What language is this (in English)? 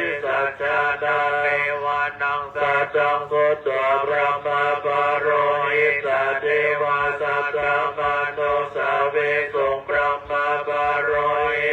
Pali